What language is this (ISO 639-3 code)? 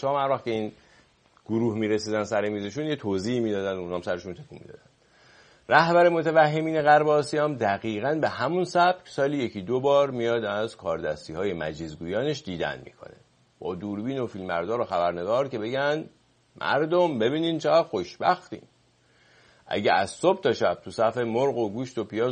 fas